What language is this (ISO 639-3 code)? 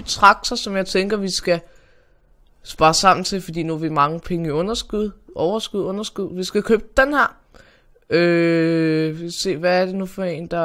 dan